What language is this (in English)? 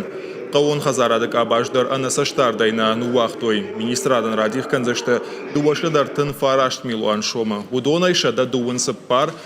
Ossetic